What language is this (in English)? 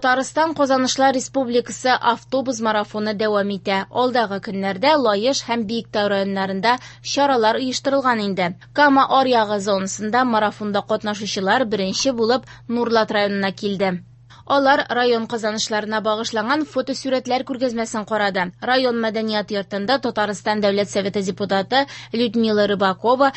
Tatar